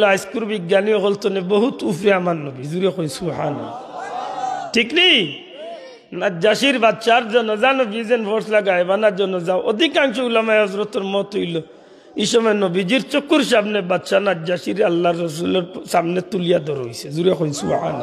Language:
Sylheti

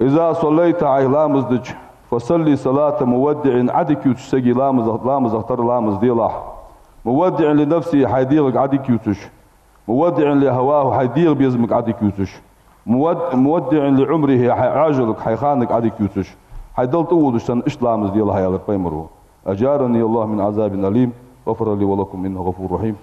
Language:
Ingush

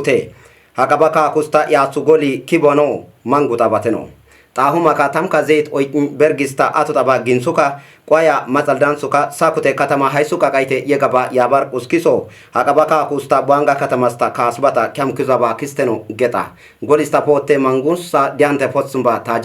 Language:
Kafa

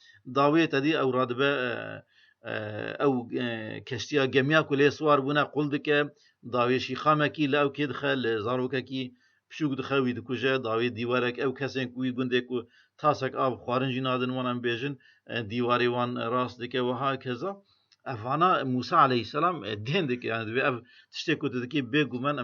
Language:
Kurdish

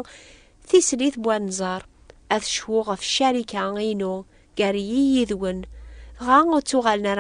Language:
Kabyle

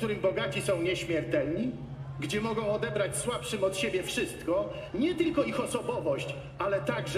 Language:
Polish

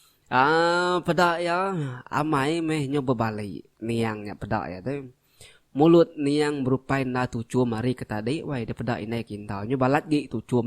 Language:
Iban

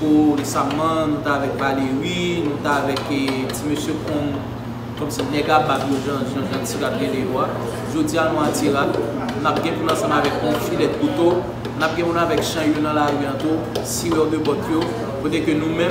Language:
Haitian Creole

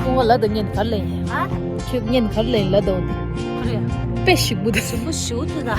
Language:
Tibetan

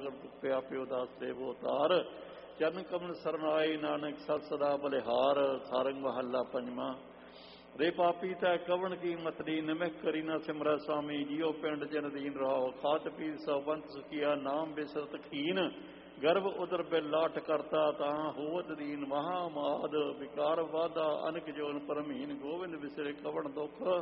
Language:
Punjabi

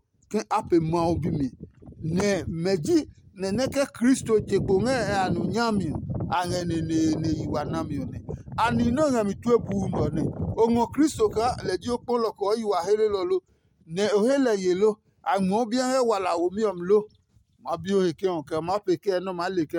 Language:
Adangme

